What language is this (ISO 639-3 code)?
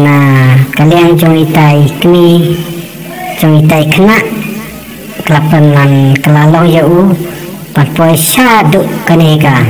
kha